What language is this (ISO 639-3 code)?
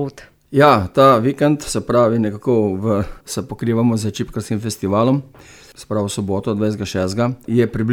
slv